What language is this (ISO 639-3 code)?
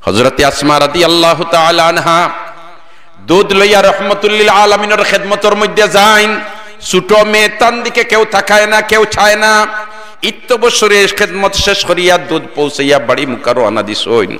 syl